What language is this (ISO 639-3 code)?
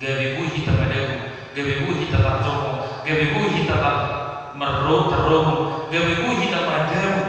bbc